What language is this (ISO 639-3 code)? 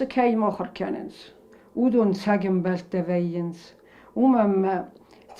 oss